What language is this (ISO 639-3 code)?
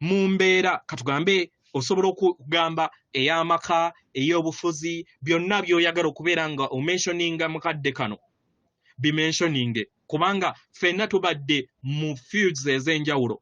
lug